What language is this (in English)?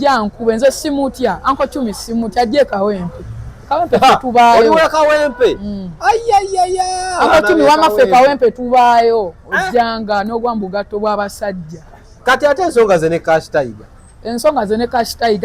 Ganda